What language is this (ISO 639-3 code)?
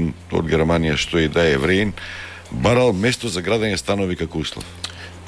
mkd